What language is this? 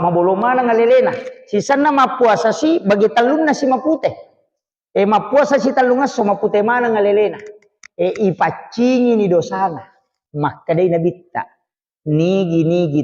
Buginese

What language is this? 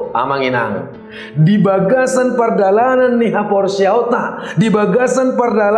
Batak Toba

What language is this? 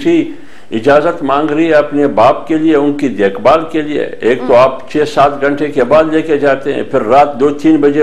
Urdu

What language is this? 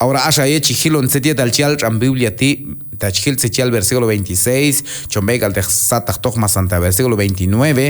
Q'anjob'al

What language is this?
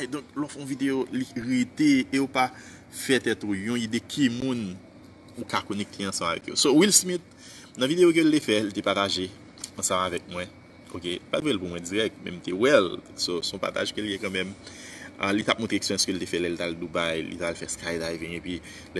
Haitian Creole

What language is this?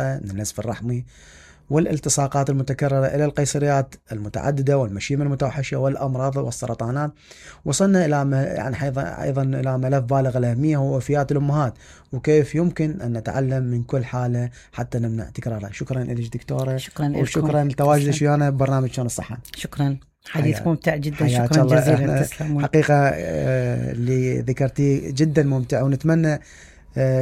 Mesopotamian Arabic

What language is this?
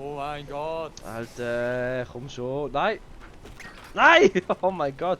Swiss German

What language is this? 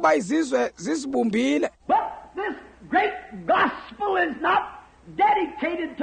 Xhosa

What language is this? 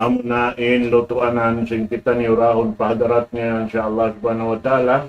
Tausug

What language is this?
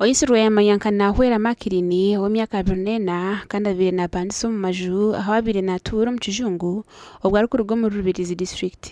Nyankole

